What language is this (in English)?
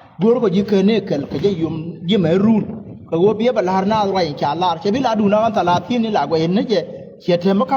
Nuer